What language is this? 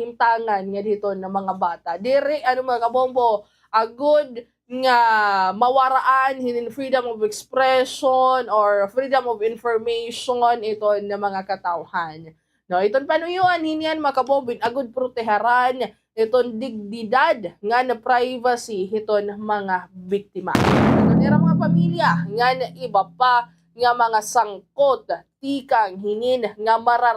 Waray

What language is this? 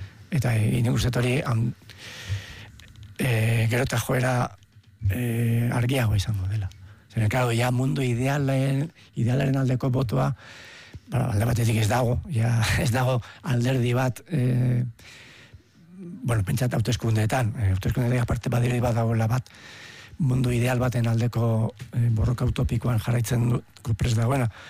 Basque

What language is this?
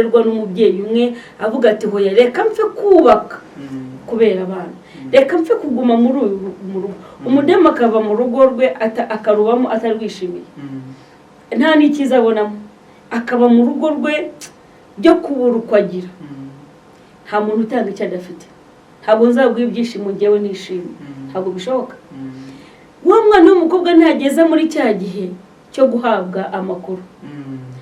Kinyarwanda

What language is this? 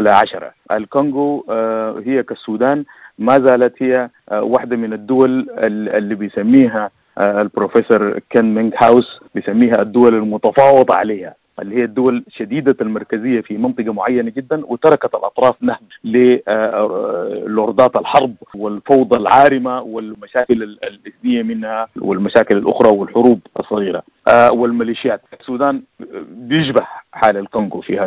Sudanese Arabic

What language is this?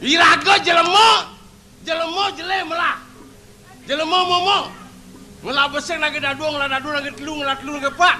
Balinese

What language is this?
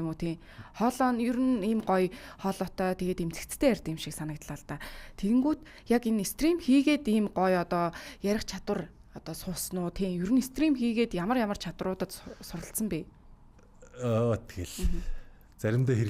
Mongolian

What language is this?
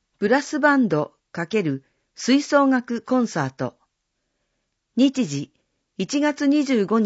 Japanese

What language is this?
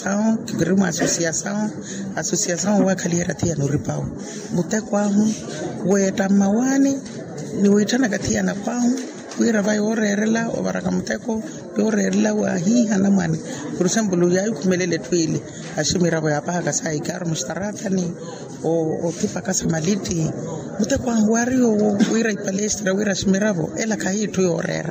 Makhuwa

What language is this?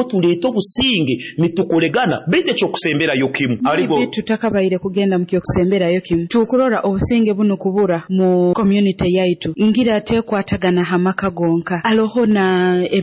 Nyoro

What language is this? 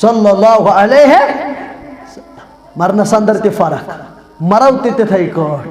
Kashmiri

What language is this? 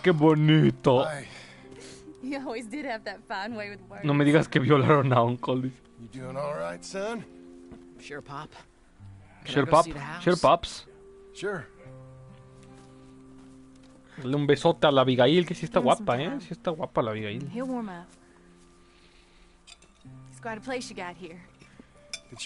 Spanish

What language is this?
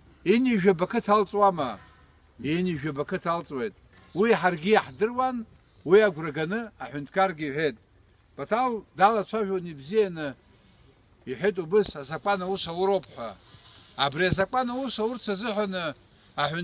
Abkhazian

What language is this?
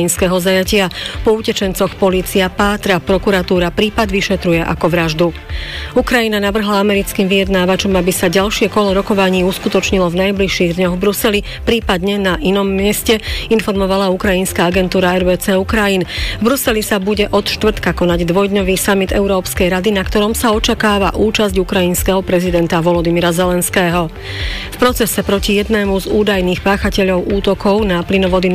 Slovak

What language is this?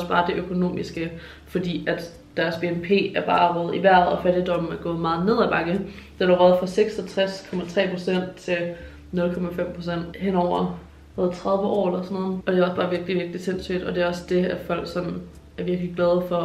Danish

